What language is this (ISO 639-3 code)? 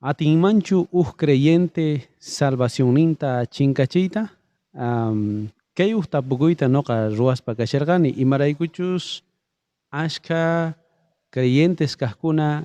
quh